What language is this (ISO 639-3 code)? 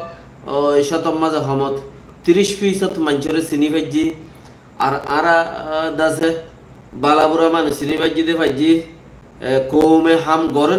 rhg